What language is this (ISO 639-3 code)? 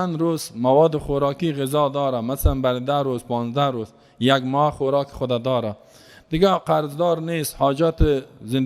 fas